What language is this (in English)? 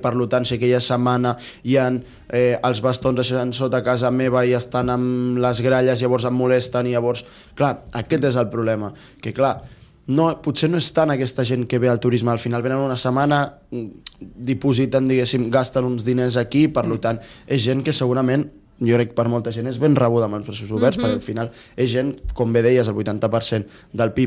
Catalan